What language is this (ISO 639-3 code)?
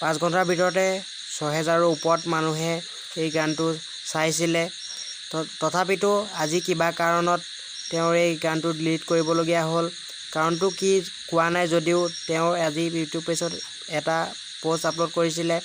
asm